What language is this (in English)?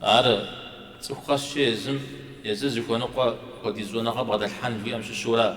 Kabardian